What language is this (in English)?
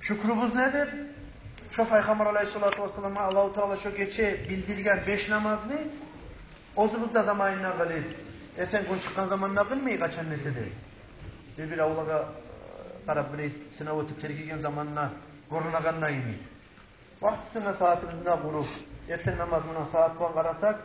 Kumyk